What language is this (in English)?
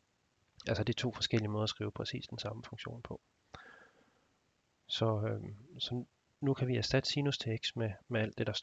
Danish